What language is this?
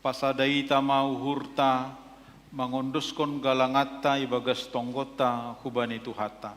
Batak Simalungun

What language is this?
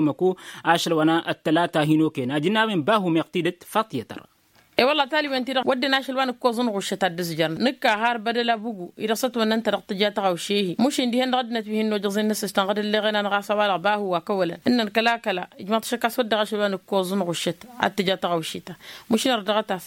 Tamasheq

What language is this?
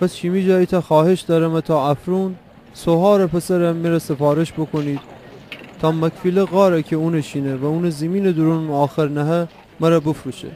Gilaki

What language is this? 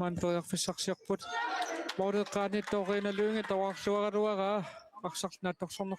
Kalaallisut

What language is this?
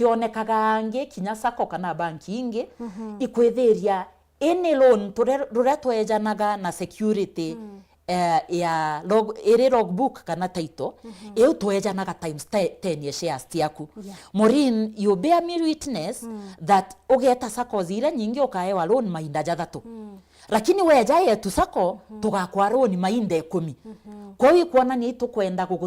Meru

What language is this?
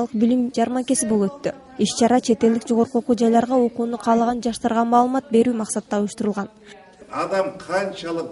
Kyrgyz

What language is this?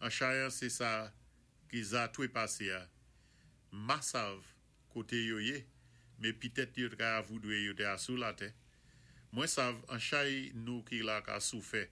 Saint Lucian Creole French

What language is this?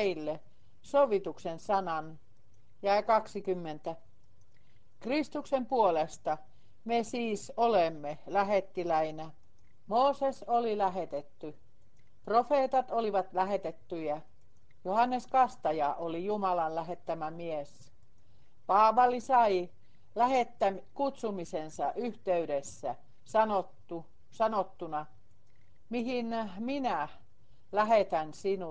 Finnish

